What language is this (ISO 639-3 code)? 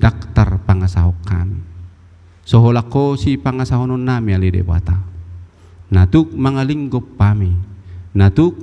bbc